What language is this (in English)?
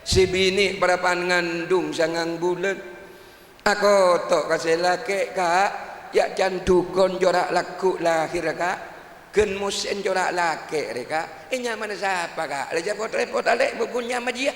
Madurese